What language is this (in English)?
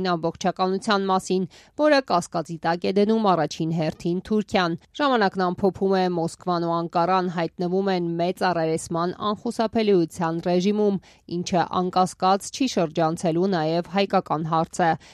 Armenian